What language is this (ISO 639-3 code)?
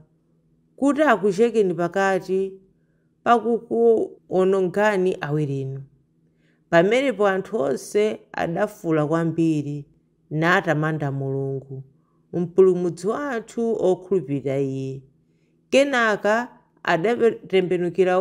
nya